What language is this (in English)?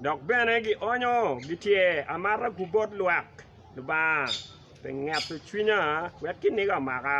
Acoli